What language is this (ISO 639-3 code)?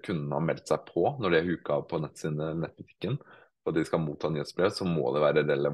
nor